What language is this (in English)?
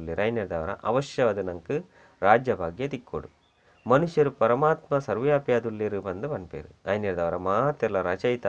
Tulu